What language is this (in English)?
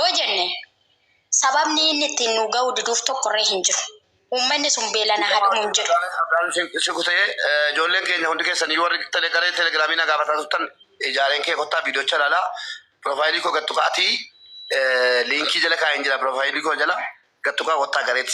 Oromo